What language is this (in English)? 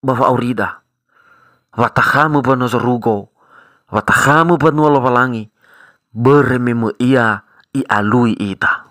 Nias